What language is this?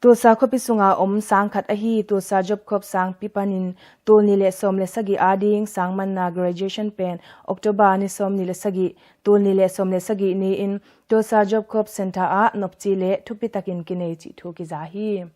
Tedim Chin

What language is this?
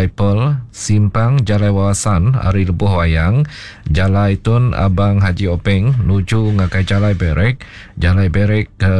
Iban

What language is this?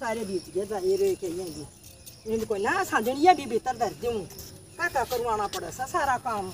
Haryanvi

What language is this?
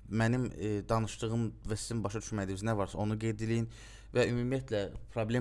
Azerbaijani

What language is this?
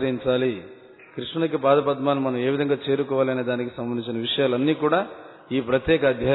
Telugu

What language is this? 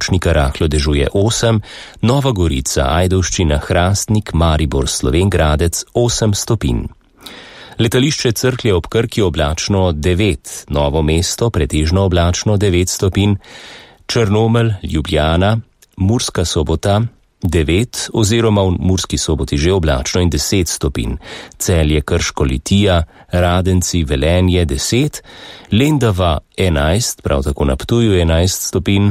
Slovenian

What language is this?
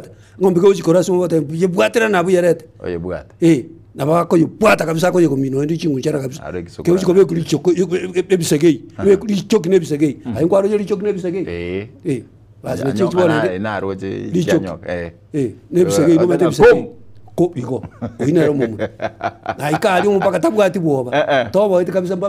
Gusii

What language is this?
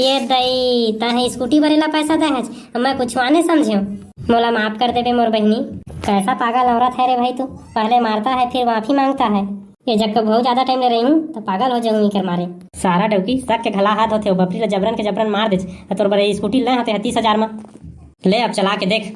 Chhattisgarhi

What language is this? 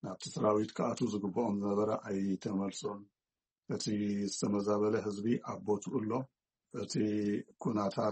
Tigrinya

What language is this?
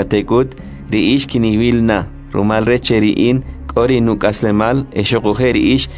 Kʼicheʼ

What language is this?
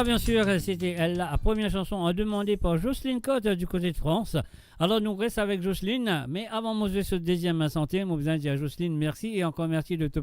Morisyen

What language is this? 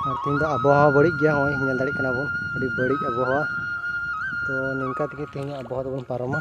Santali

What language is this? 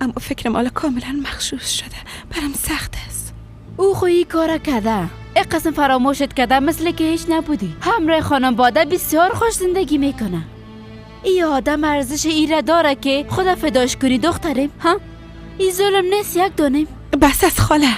Persian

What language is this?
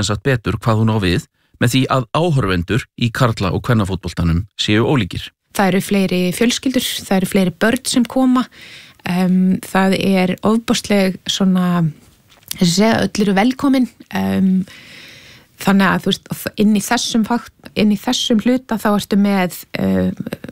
Icelandic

